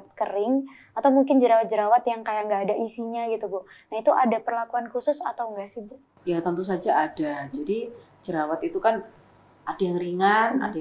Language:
Indonesian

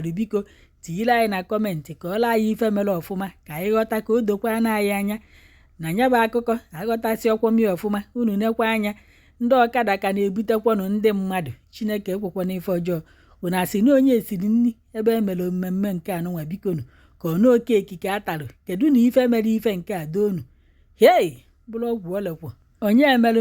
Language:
Igbo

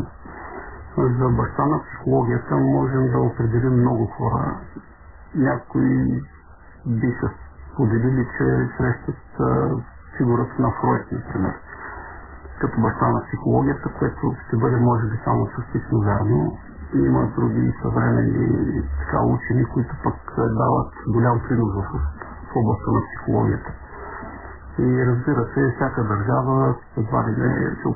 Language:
Bulgarian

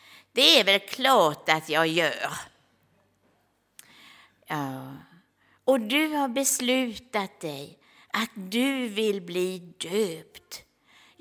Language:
Swedish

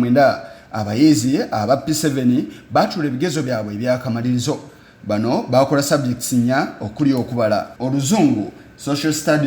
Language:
Ganda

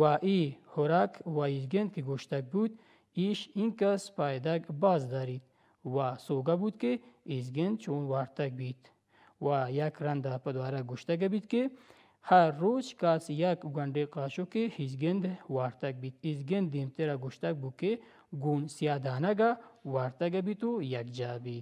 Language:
Baluchi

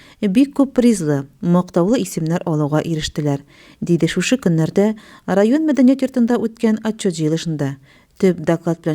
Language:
Tatar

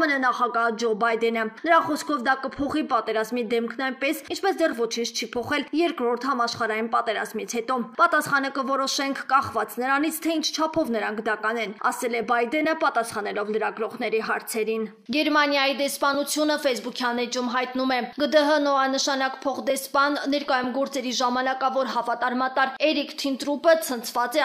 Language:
Armenian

